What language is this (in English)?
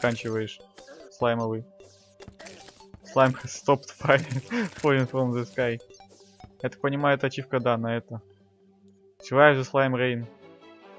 Russian